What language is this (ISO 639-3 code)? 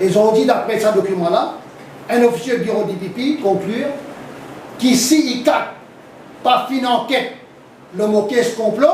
mfe